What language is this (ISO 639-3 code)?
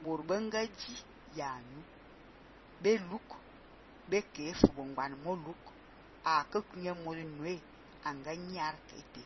fan